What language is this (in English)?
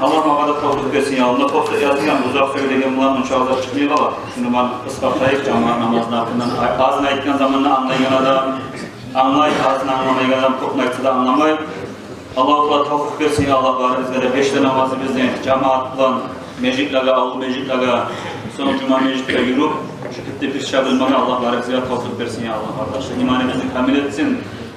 Kumyk